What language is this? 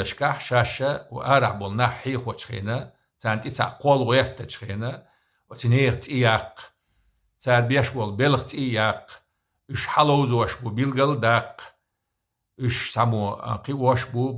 Chechen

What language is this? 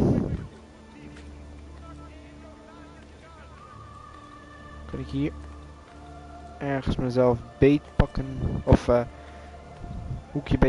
Dutch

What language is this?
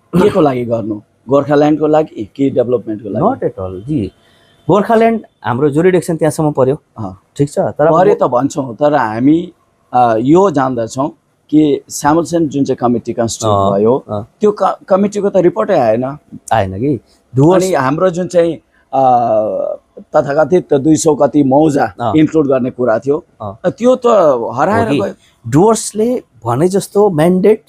Nepali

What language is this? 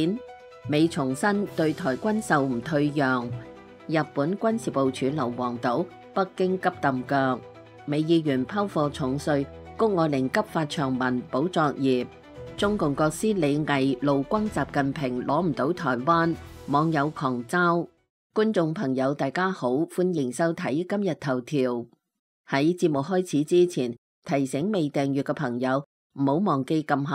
Cantonese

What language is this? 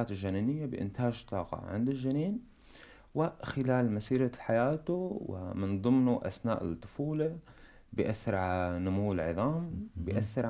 North Levantine Arabic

